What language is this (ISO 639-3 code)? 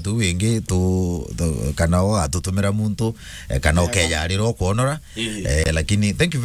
mer